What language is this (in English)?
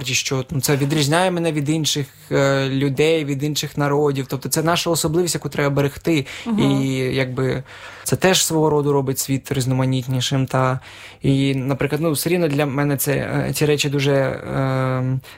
Ukrainian